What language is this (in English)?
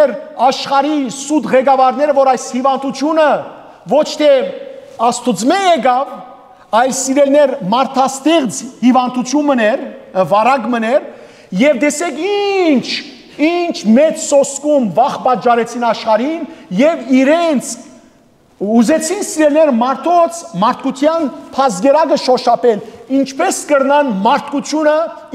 Western Armenian